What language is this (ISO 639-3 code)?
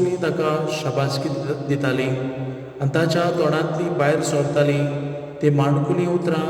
kok